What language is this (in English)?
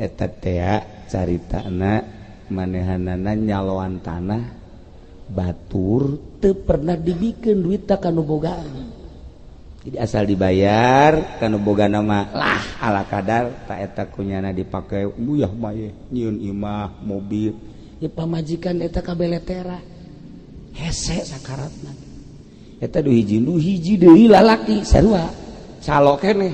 Sundanese